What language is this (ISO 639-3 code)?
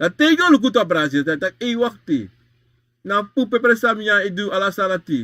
srn